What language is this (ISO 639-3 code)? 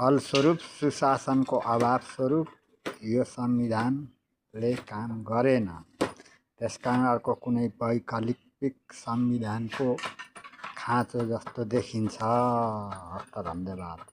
nep